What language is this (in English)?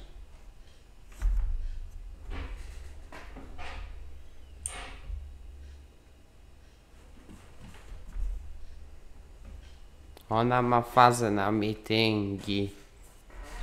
Polish